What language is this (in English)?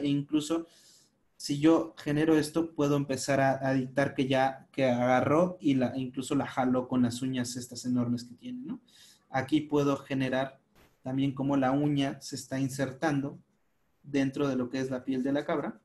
Spanish